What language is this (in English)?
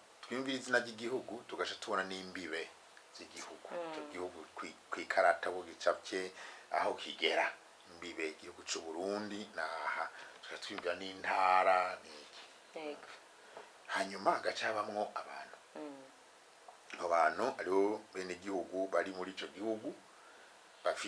Rundi